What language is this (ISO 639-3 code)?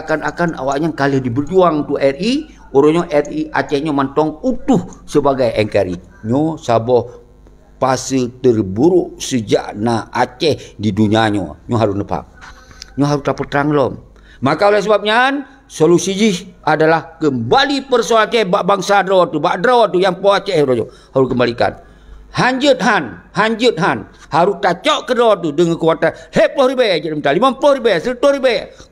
ace